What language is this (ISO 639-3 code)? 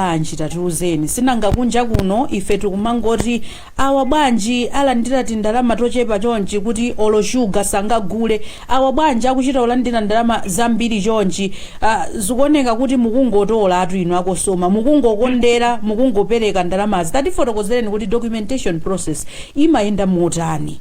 nya